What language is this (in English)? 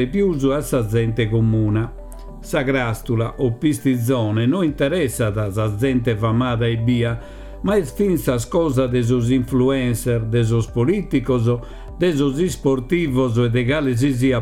Sardinian